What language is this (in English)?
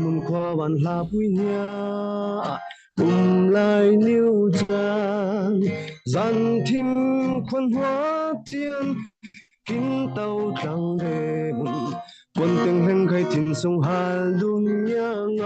Falam Chin